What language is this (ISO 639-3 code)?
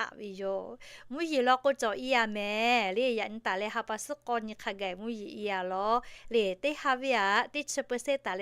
lhu